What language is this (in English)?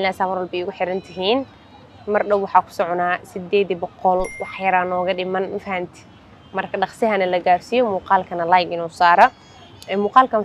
Somali